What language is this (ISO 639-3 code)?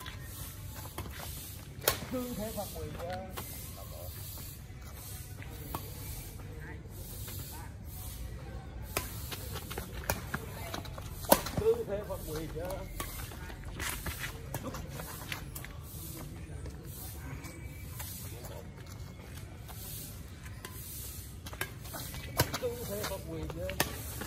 vie